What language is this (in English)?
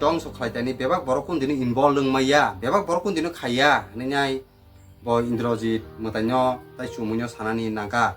Kok Borok